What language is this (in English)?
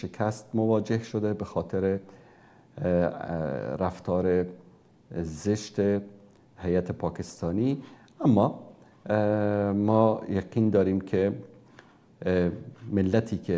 Persian